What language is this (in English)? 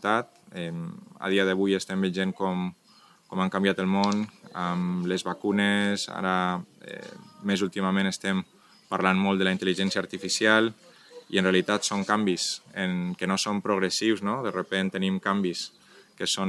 Catalan